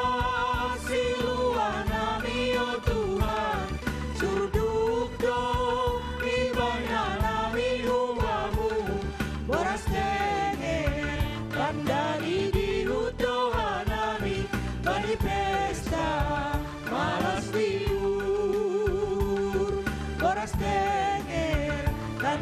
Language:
Batak Simalungun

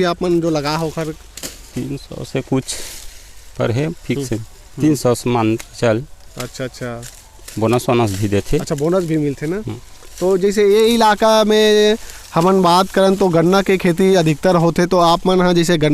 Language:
Chhattisgarhi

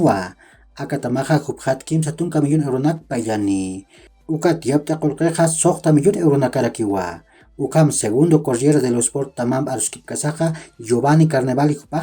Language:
Aymara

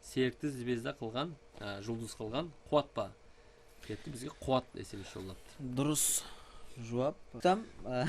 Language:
Kara-Kalpak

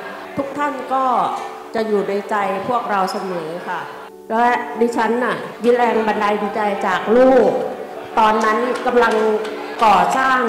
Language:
Thai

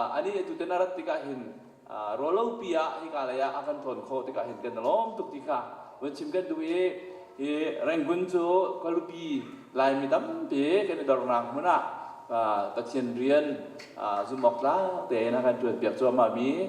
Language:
Hakha Chin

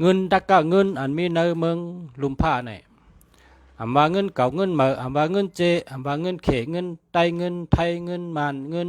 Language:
Shan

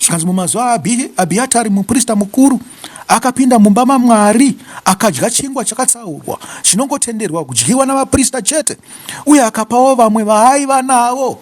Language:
Shona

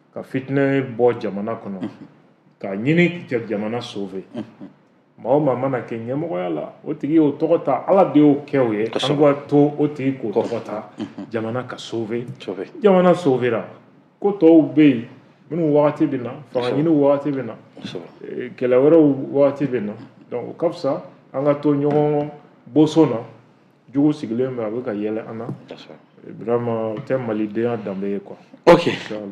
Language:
Bambara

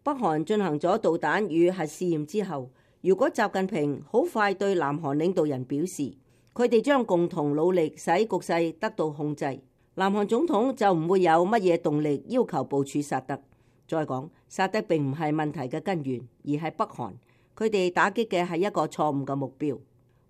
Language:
Cantonese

